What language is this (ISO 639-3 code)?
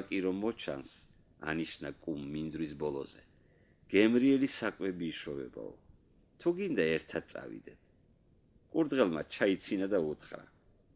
hye